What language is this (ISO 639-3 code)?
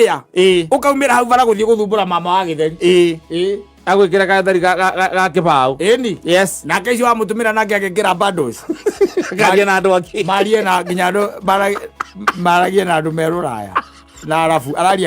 kik